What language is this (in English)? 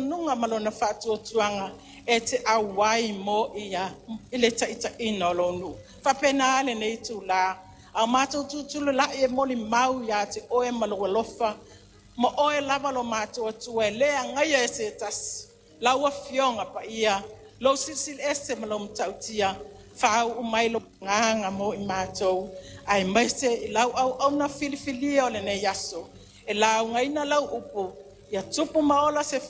Samoan